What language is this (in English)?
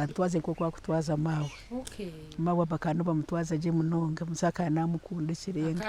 Nyankole